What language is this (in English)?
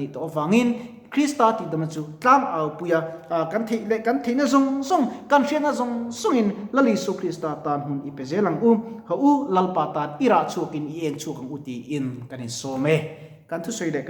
Mizo